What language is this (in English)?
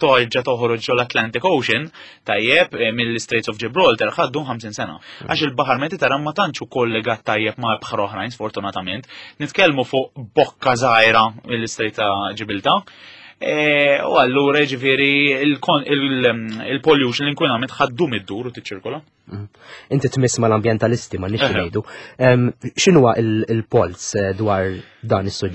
Maltese